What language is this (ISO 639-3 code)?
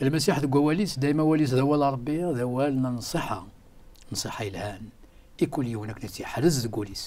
kab